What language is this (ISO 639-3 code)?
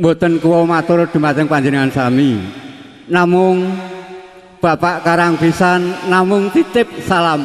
jav